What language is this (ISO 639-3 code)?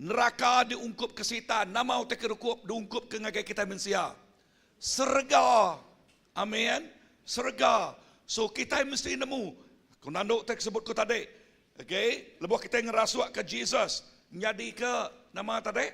iba